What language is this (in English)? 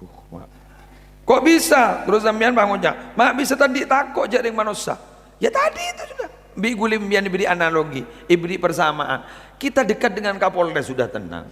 Madurese